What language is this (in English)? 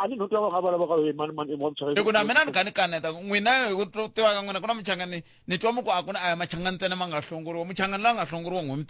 Tsonga